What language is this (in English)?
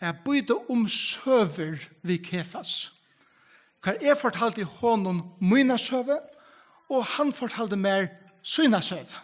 Faroese